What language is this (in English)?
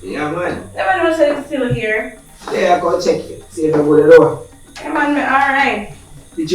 Jamaican Creole English